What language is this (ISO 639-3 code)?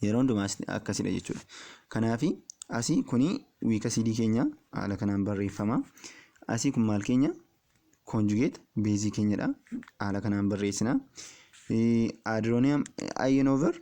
orm